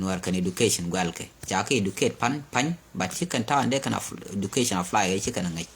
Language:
Nuer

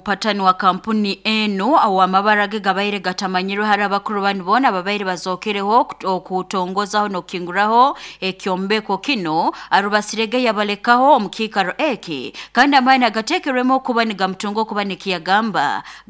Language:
Nyoro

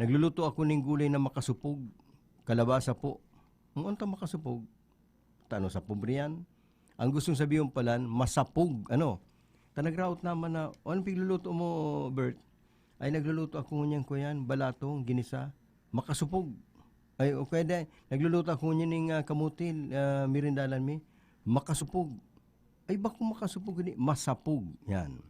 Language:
Bikol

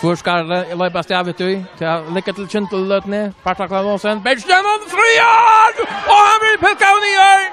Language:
Faroese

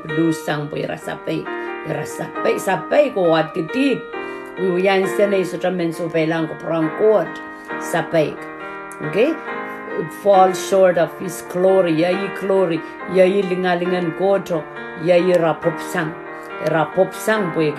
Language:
Pohnpeian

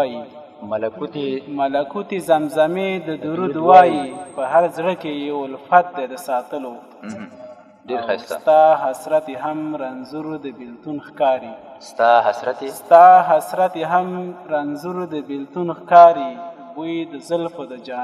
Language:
Pashto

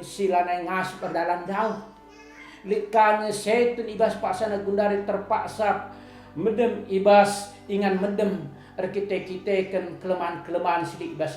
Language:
Batak Karo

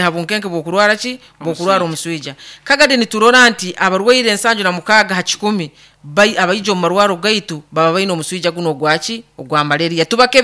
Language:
Nyoro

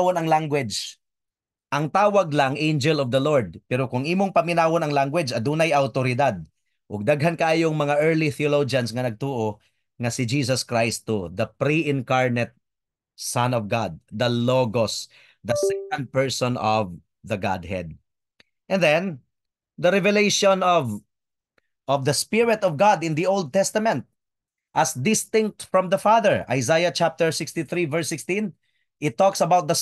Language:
Cebuano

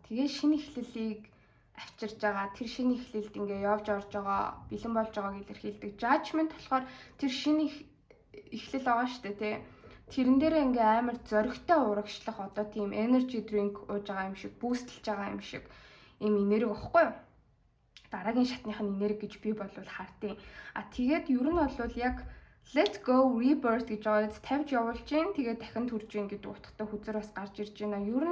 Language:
Mongolian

